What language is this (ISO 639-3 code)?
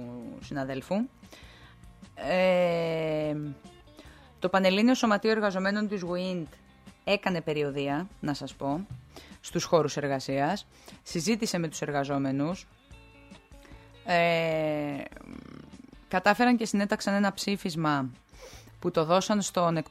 ell